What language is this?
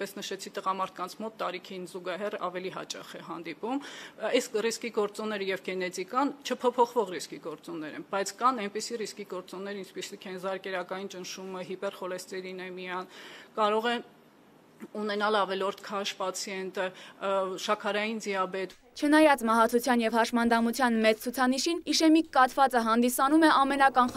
Armenian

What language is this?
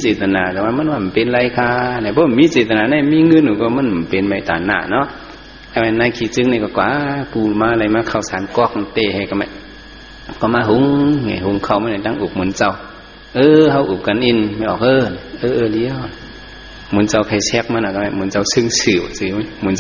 Shan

